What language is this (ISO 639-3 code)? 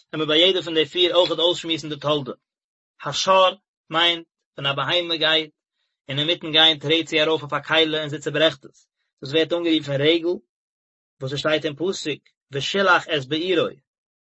yid